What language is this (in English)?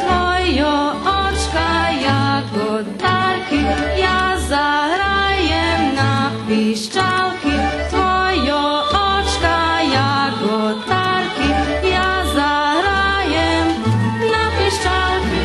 Rusyn